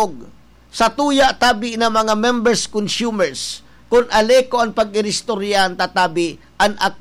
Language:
Bikol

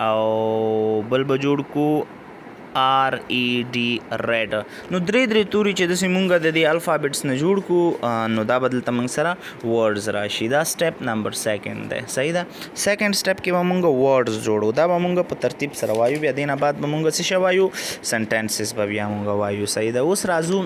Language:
Pashto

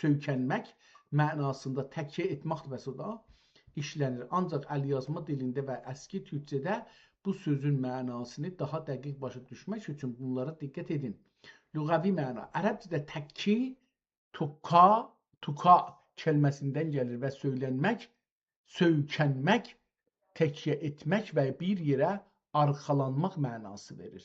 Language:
South Azerbaijani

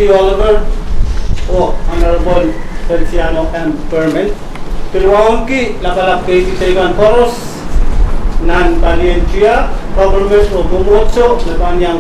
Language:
Pohnpeian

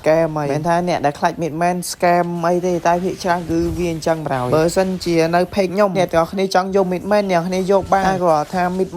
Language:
Khmer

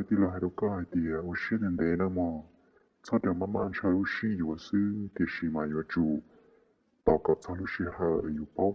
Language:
Hmong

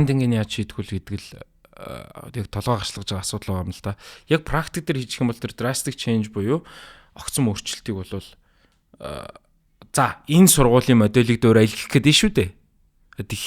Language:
Mongolian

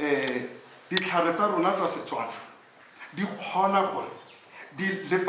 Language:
Tswana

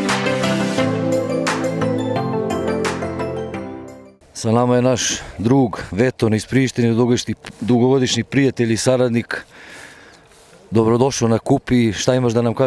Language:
Serbian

